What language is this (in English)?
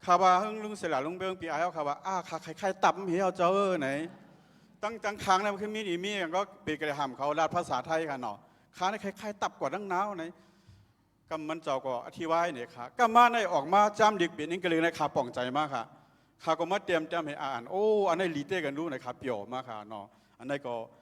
Shan